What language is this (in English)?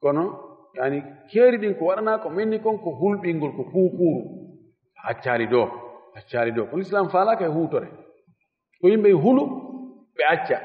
Fula